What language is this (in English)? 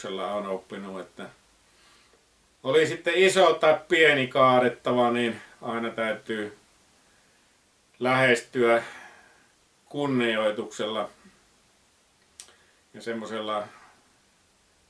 Finnish